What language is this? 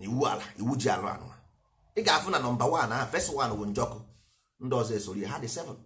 Igbo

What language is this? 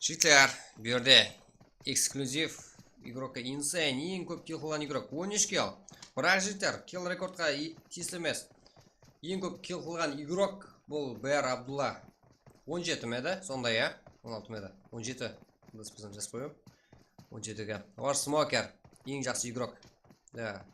Kara-Kalpak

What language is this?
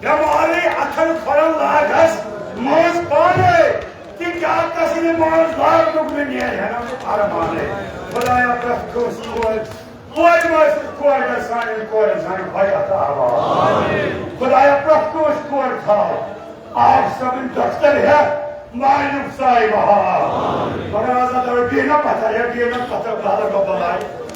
Kashmiri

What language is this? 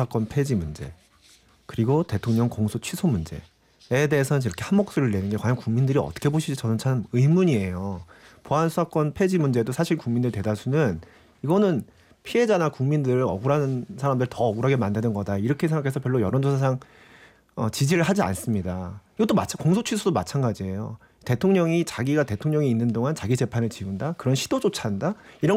Korean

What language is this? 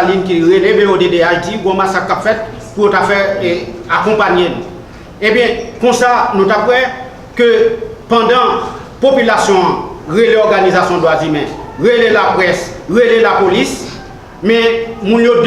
Haitian Creole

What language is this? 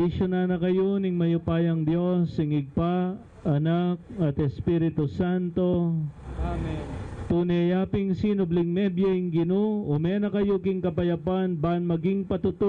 Pampanga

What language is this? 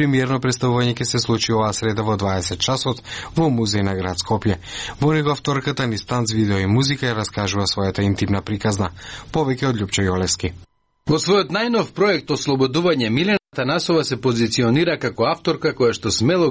Macedonian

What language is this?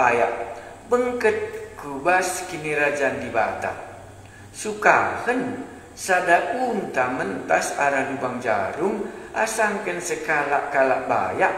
Batak Karo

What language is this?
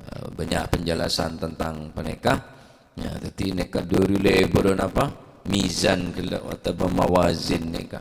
Madurese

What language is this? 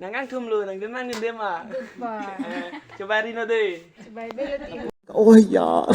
Karbi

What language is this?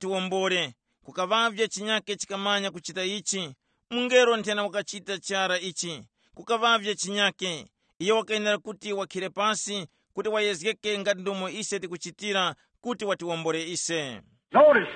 Tumbuka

